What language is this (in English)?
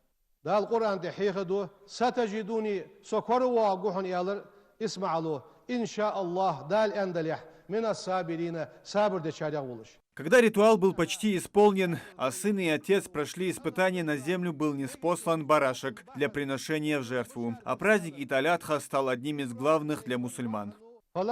Ingush